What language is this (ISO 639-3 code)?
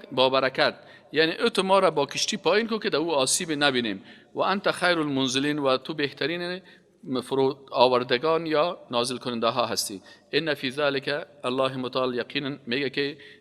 fas